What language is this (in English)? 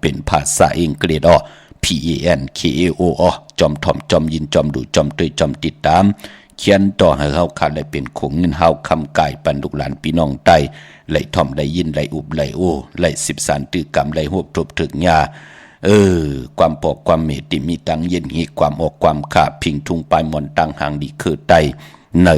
Shan